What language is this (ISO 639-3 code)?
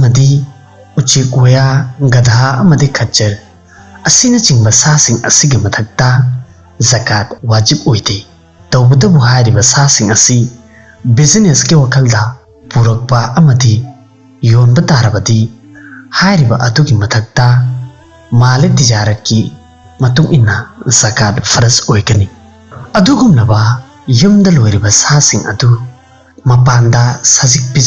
mni